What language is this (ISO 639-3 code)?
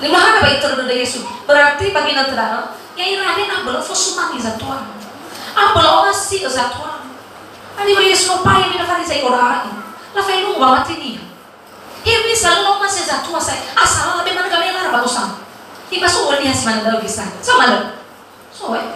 nia